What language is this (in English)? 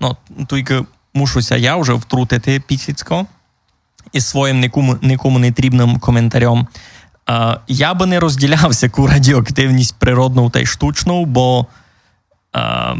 Rusyn